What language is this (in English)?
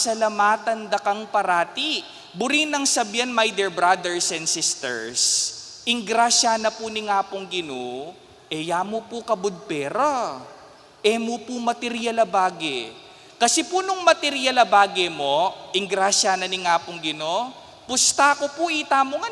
Pampanga